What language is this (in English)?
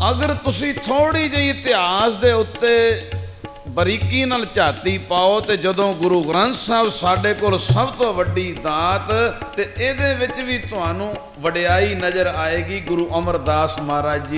Punjabi